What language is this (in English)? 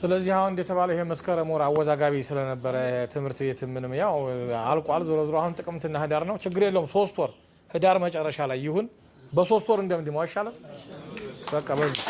Amharic